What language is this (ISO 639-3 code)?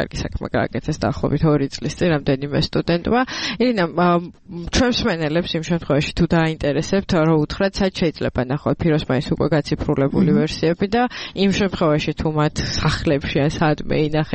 kat